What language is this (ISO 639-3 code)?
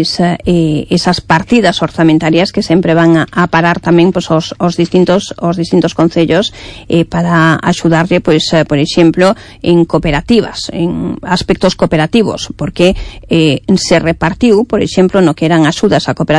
glg